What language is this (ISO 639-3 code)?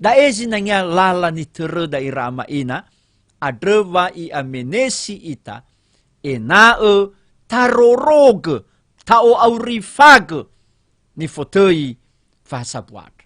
nia